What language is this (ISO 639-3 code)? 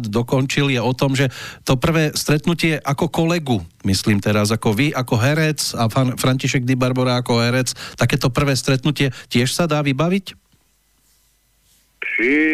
slk